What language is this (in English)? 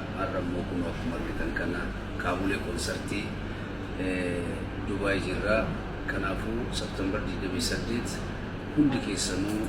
Oromo